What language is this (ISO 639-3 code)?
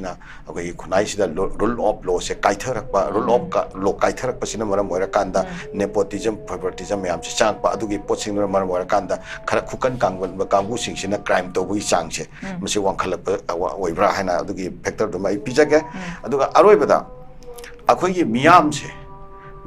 mni